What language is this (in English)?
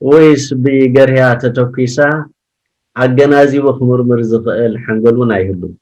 Tigrinya